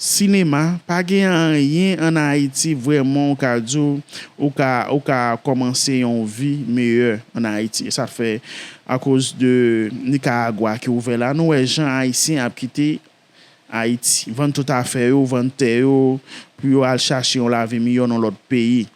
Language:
Haitian Creole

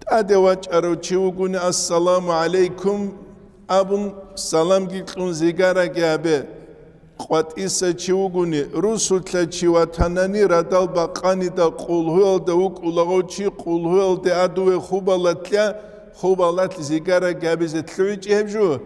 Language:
Avaric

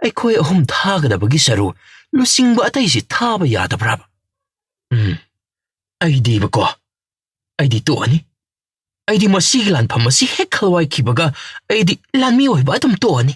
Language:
Manipuri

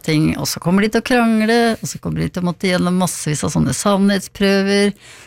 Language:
Norwegian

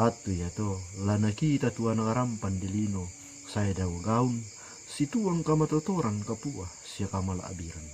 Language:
Toraja-Sa'dan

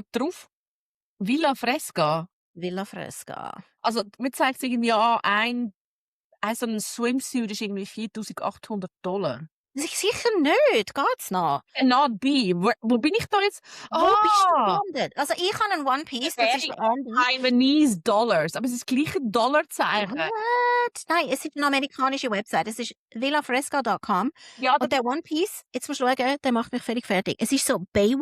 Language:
Swiss German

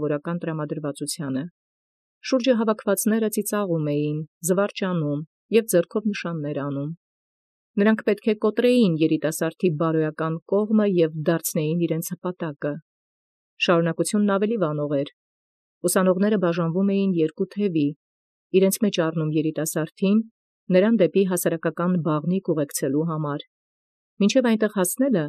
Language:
Armenian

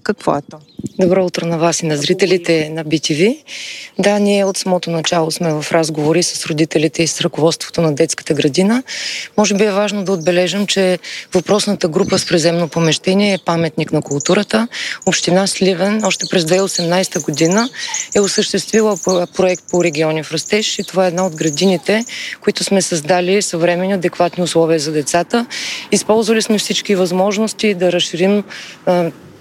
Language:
Bulgarian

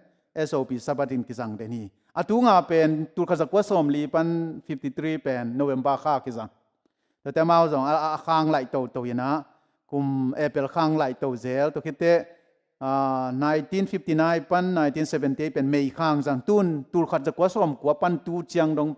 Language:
Tedim Chin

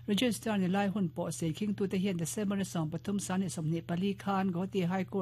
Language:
Mizo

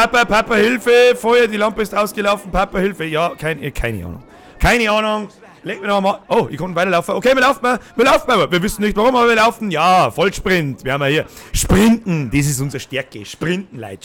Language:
Bavarian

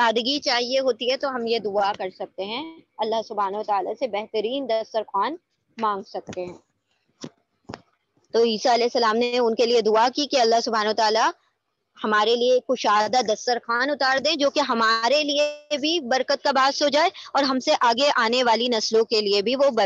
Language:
Urdu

